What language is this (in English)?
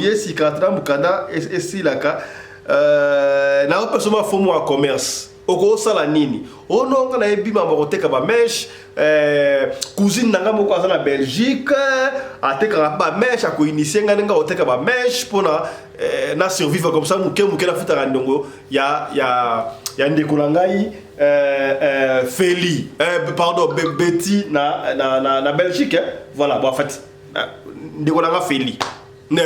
Lingala